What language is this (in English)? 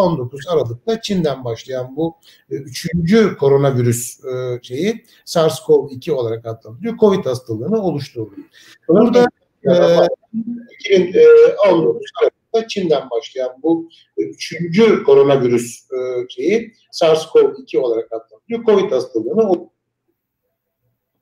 Turkish